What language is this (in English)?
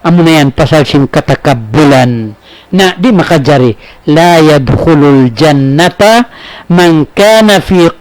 Tausug